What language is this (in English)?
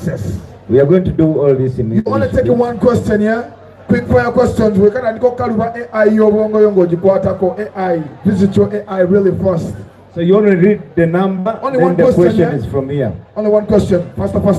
Soga